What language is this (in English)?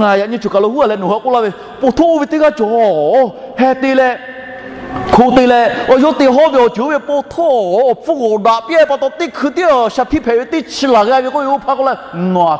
Lahu